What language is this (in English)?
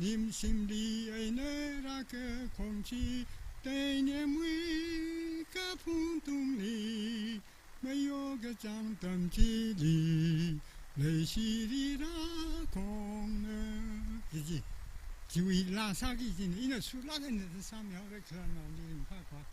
Tangkhul Naga (India)